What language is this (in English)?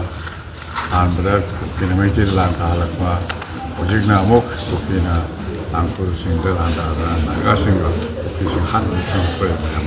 Manipuri